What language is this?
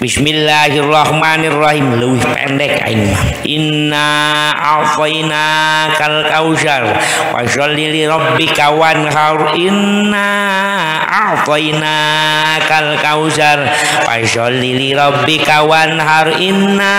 Sundanese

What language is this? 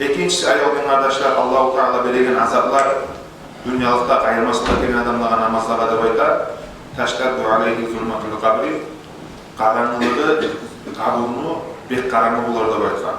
Kumyk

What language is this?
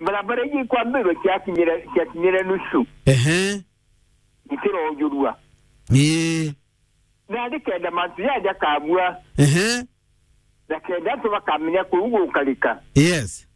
Meru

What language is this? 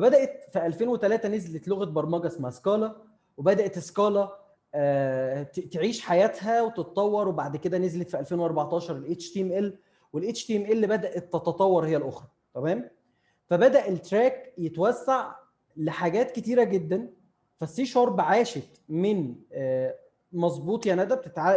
Egyptian Arabic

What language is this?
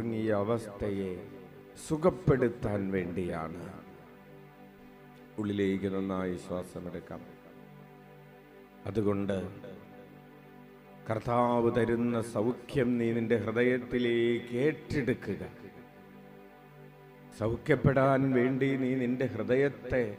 Malayalam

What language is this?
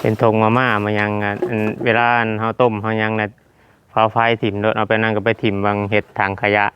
Northeastern Thai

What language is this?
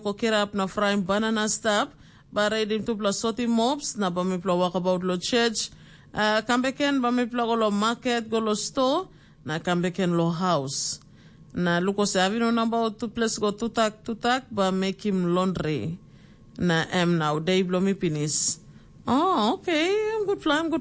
Tok Pisin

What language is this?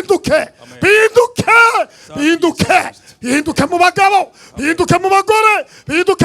Rundi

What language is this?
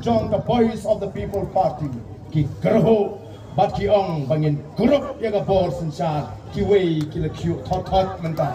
Khasi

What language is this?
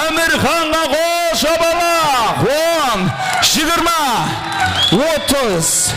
Kara-Kalpak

